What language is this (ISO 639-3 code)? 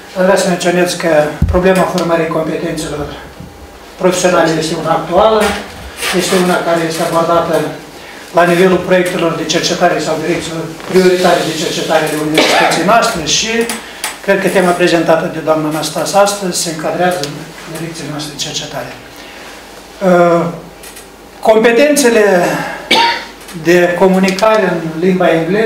ron